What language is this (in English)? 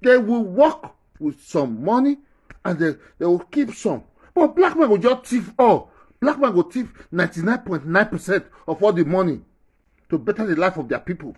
Nigerian Pidgin